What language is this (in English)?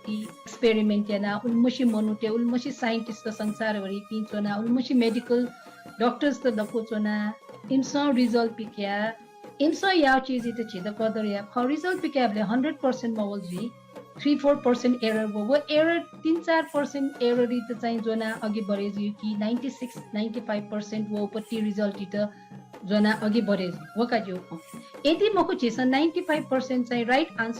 Newari